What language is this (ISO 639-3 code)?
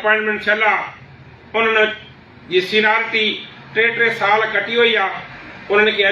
snd